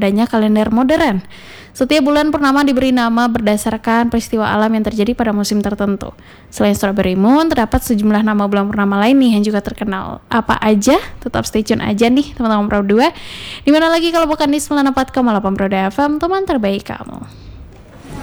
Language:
Indonesian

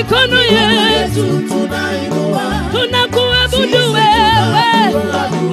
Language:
Swahili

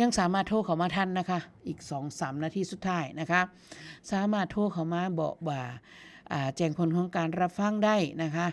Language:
Northeastern Thai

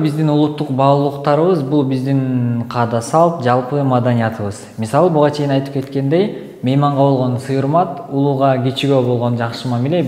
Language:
Kyrgyz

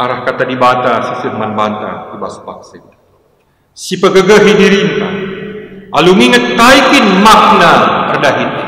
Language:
Batak Karo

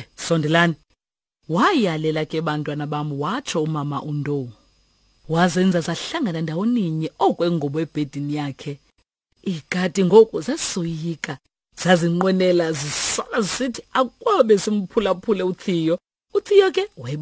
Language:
Xhosa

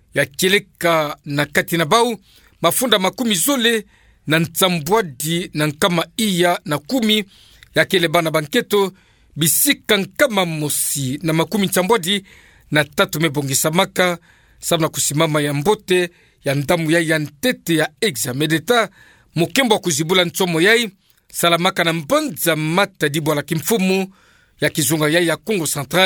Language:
Kituba (Democratic Republic of Congo)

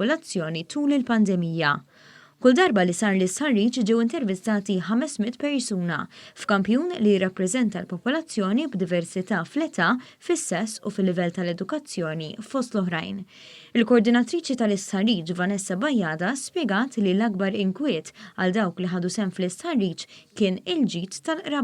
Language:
Maltese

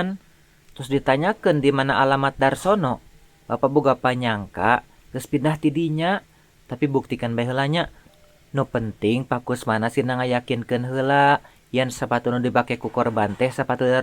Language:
Sundanese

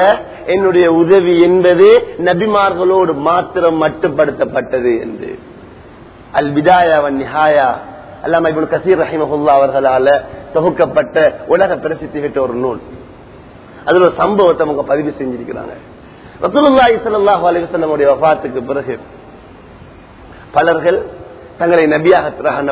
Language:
Tamil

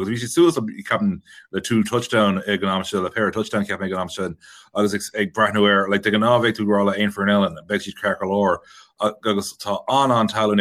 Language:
Irish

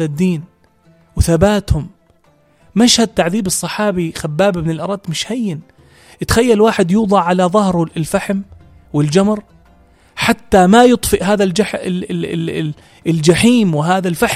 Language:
North Levantine Arabic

